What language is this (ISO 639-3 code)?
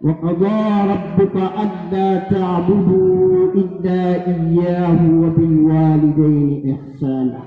mrw